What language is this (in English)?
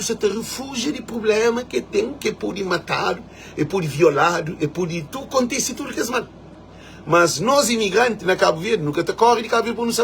Kabuverdianu